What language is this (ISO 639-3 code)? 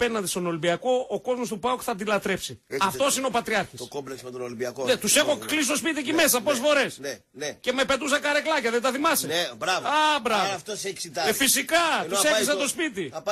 ell